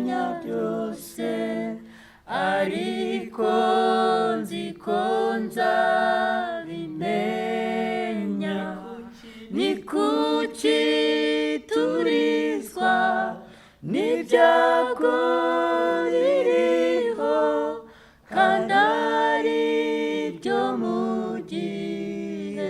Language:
Kinyarwanda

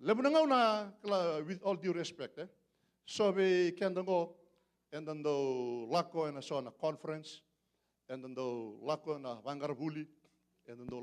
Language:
Fijian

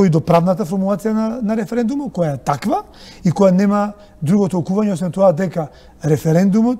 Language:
Macedonian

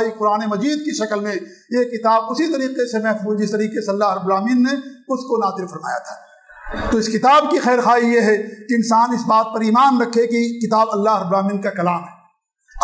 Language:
Urdu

